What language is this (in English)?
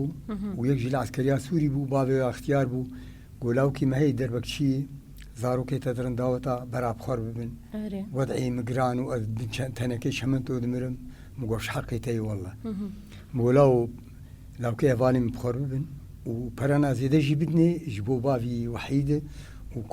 Kurdish